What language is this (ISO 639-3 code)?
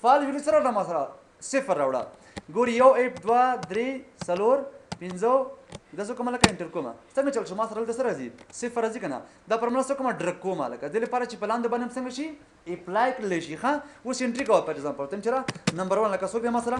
pus